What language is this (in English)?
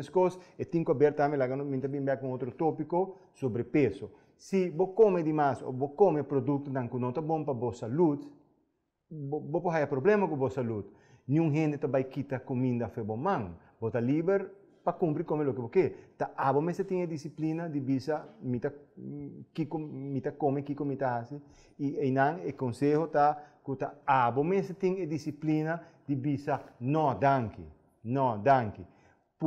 Papiamento